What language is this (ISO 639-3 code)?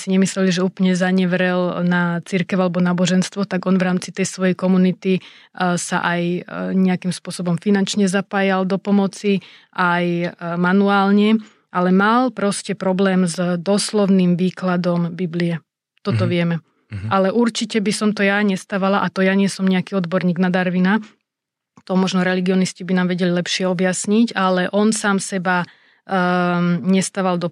slk